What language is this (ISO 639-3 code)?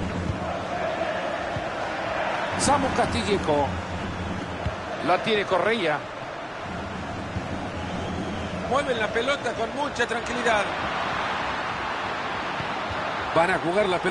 spa